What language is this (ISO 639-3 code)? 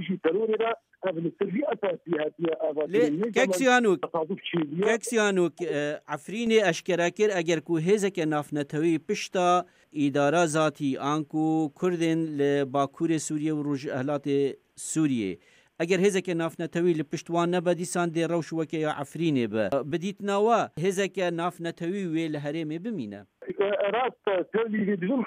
kur